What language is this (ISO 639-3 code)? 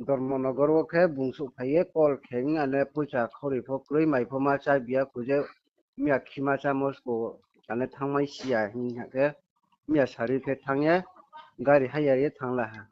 ria